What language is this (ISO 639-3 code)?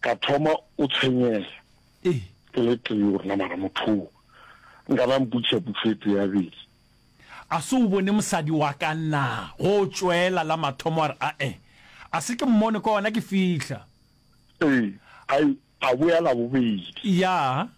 nso